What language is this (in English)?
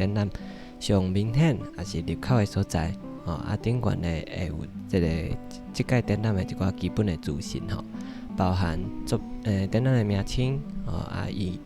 Min Nan Chinese